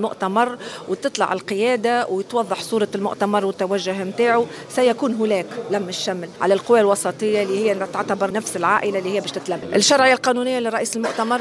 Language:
Tunisian Arabic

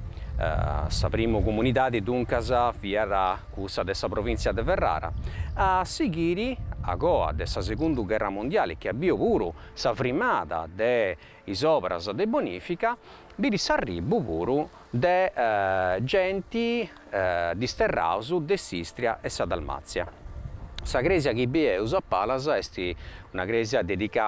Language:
Sardinian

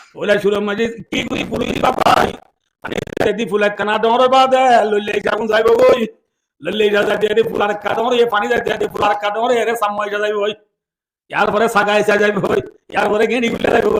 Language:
Rohingya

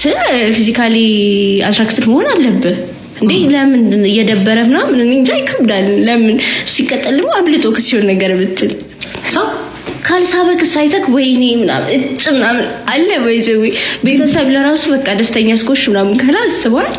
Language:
Amharic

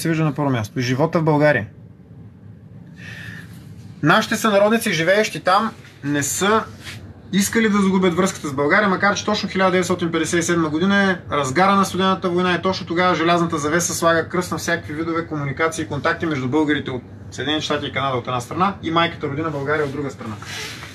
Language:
Bulgarian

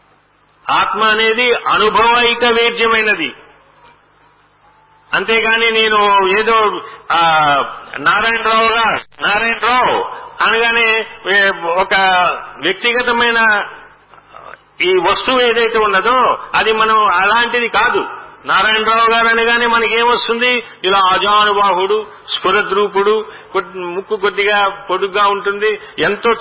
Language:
Telugu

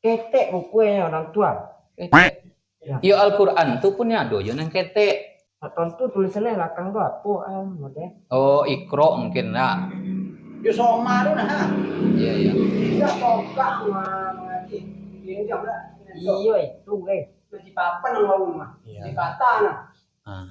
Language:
Minangkabau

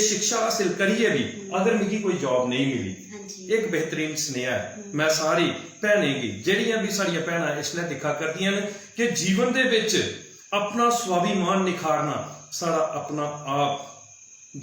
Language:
Dogri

